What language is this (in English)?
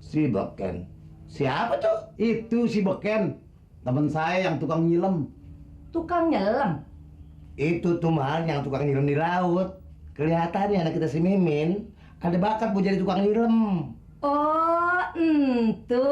Betawi